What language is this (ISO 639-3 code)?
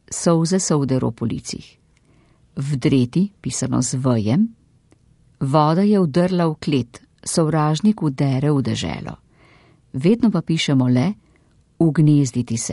slv